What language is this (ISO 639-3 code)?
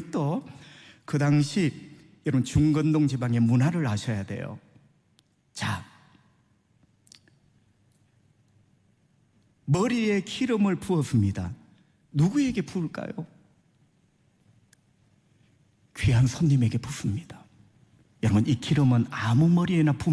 kor